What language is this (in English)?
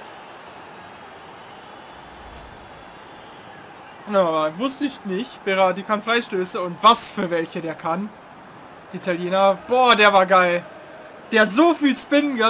German